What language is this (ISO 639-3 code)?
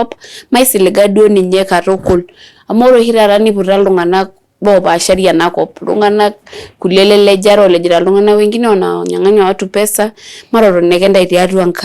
mas